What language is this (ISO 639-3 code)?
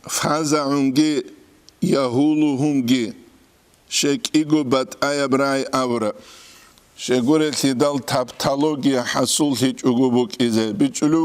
ava